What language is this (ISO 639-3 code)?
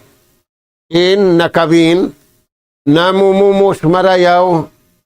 tsg